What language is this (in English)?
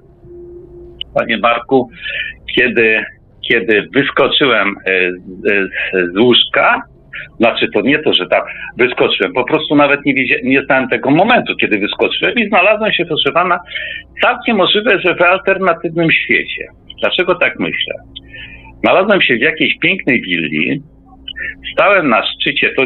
Polish